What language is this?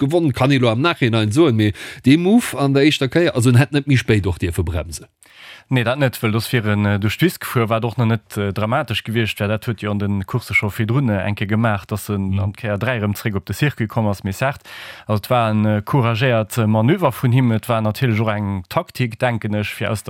Luxembourgish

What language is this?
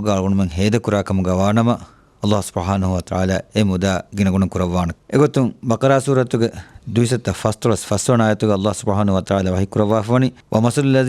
Divehi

